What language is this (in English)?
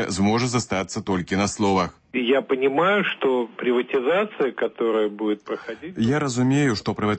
Belarusian